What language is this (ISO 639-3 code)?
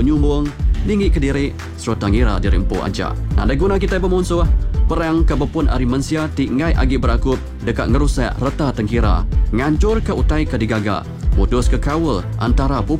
iba